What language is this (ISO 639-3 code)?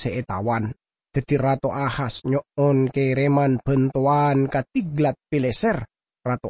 mad